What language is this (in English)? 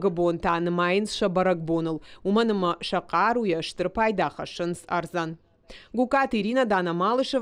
Ossetic